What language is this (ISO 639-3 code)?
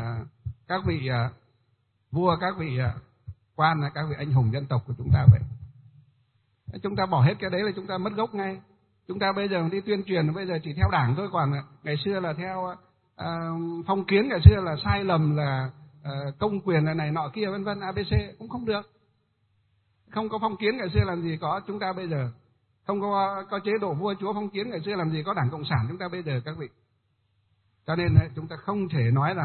vie